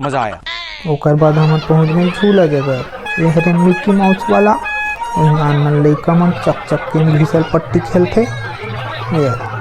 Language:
Chhattisgarhi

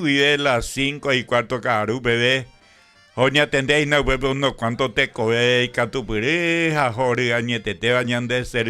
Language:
Guarani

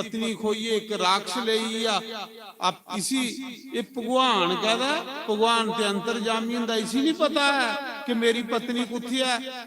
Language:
Dogri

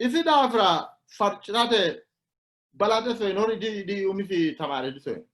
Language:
Sidamo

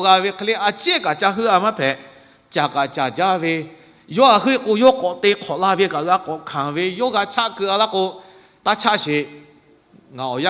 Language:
Lahu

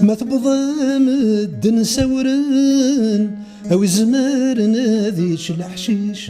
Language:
Kabyle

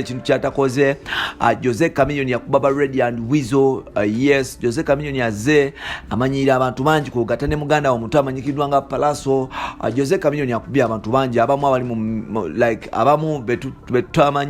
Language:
Ganda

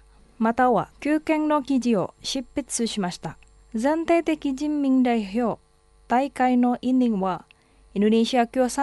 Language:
Japanese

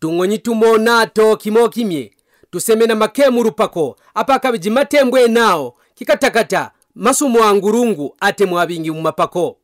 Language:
Kaonde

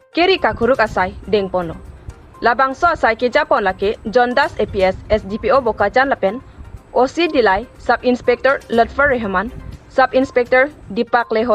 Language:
Karbi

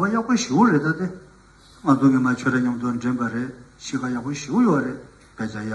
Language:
Tibetan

